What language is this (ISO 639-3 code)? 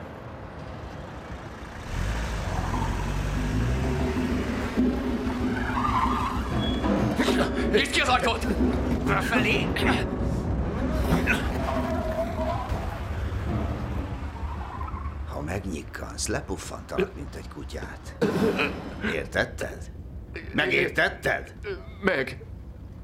hun